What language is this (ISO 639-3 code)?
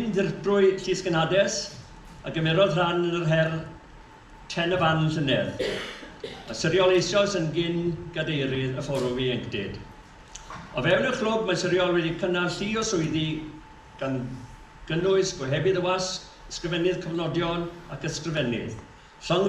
cym